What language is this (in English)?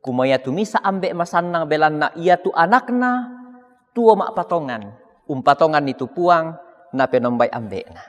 Toraja-Sa'dan